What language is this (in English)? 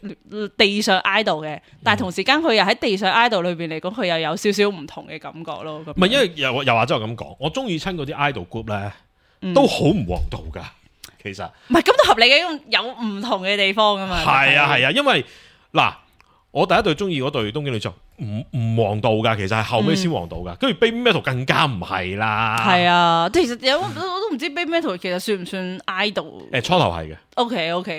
Cantonese